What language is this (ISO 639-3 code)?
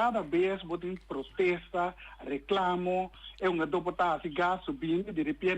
pap